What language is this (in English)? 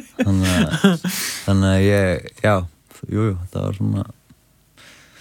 Icelandic